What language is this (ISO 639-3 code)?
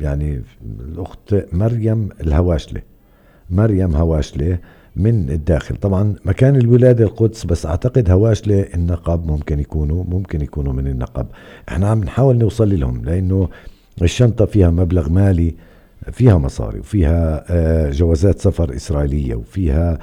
apc